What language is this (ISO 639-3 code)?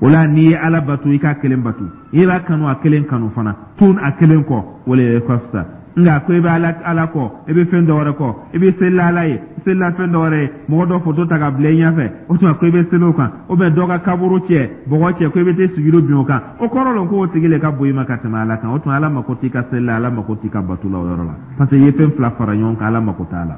dyu